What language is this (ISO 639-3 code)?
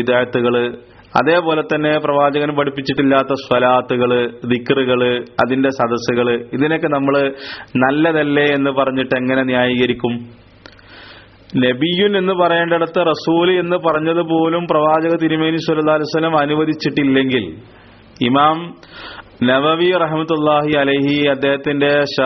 mal